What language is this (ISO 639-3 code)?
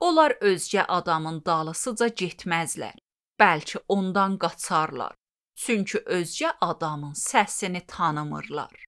aze